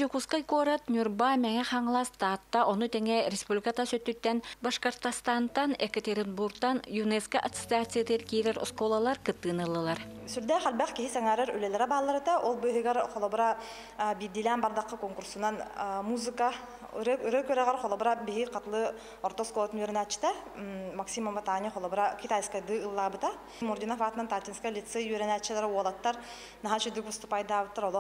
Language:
Yakut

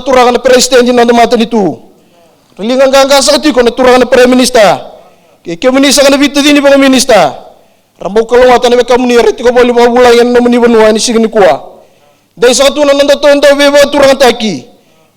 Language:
Fijian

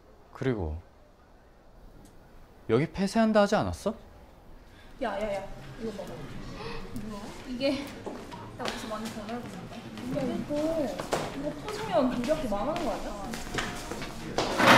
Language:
Korean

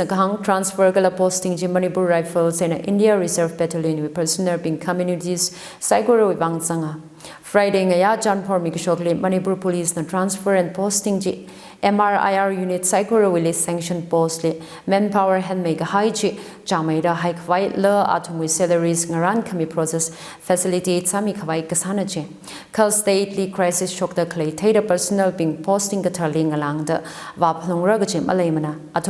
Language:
Tangkhul Naga (India)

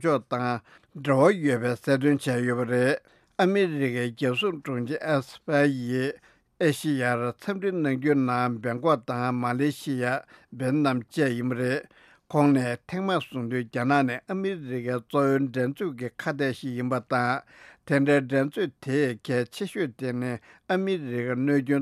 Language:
Tibetan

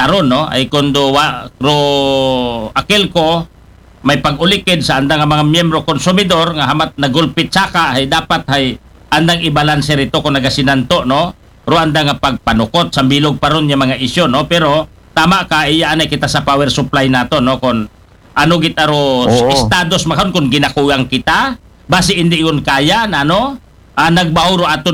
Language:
Aklanon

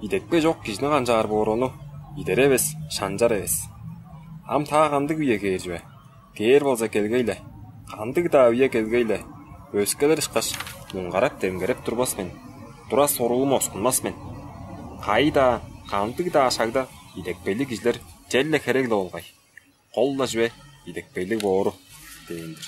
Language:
Tuvinian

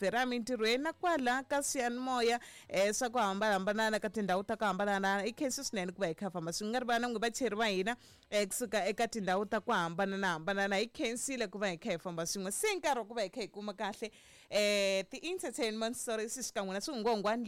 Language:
Tsonga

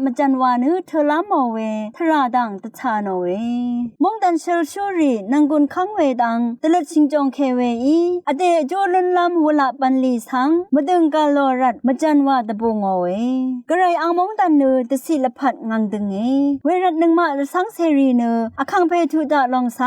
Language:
Rawang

